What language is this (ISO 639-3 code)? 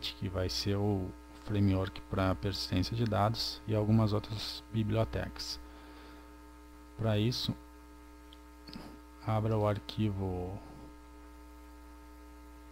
por